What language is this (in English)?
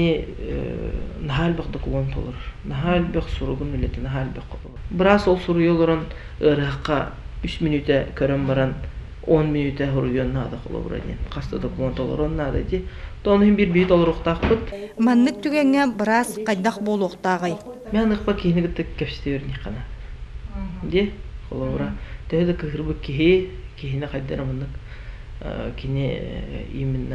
Yakut